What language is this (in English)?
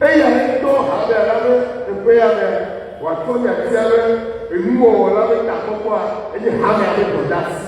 Ewe